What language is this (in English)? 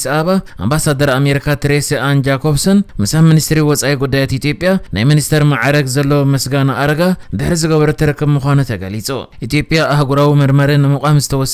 Tigrinya